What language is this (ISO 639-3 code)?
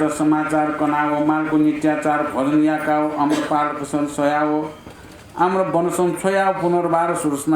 new